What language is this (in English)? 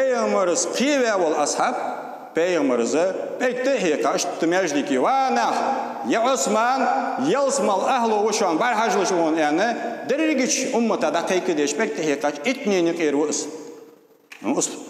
Ingush